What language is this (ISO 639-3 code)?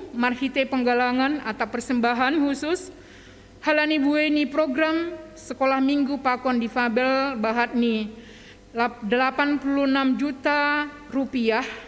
bts